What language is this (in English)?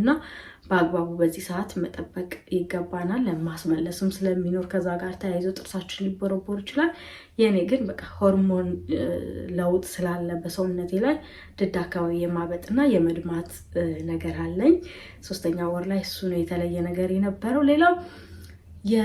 Amharic